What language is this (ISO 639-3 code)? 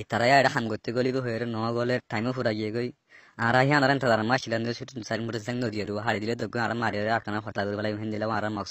rhg